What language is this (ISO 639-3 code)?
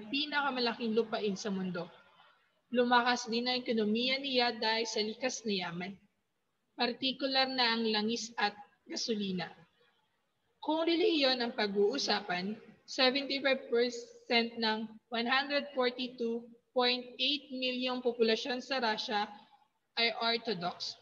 fil